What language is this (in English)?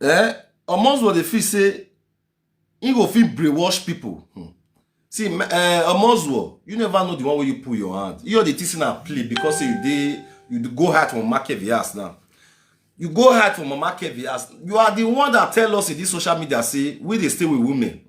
Nigerian Pidgin